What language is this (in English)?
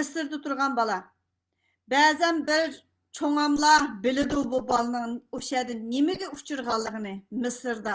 Uyghur